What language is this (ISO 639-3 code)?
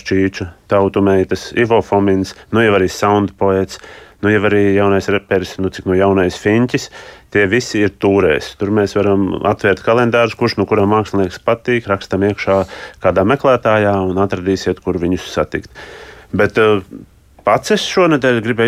lav